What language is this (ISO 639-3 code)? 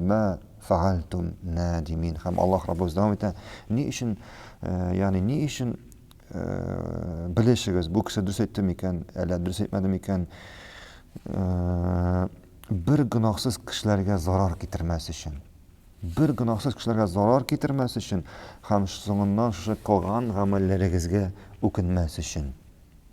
tat